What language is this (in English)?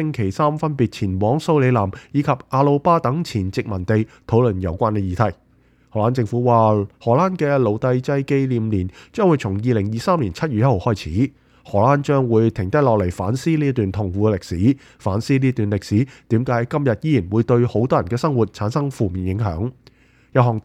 Cantonese